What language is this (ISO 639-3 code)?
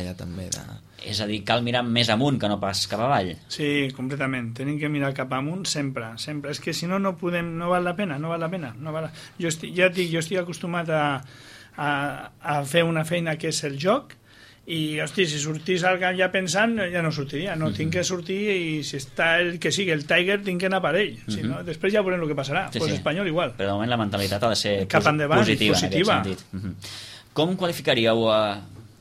cat